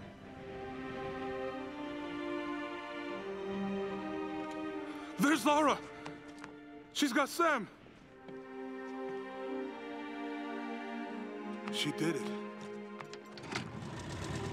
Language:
English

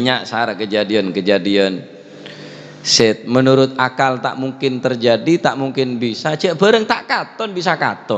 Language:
Madurese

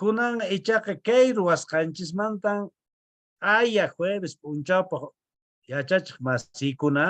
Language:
Quechua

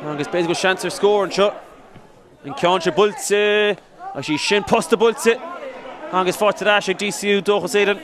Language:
Irish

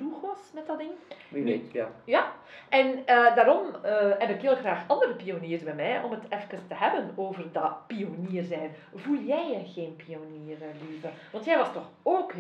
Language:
Dutch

